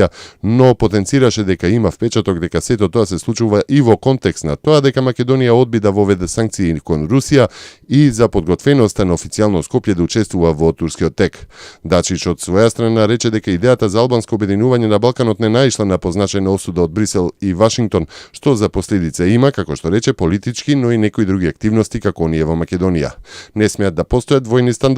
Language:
Macedonian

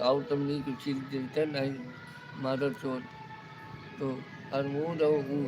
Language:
Awadhi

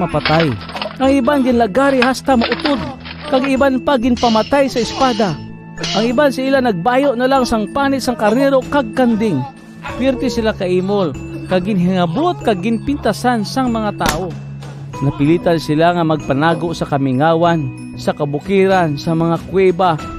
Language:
Hiligaynon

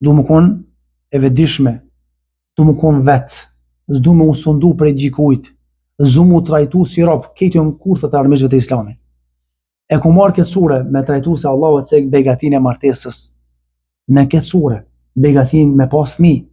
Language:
Albanian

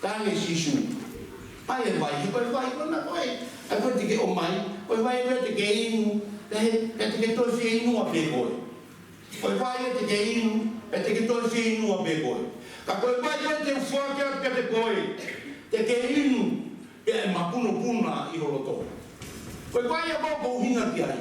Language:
Tongan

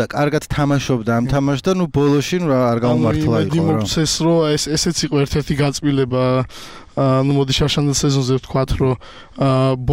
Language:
Georgian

